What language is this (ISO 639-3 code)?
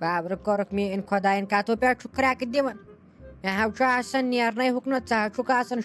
kas